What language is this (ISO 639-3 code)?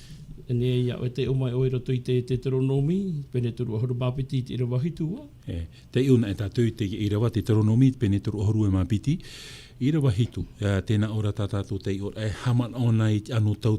tah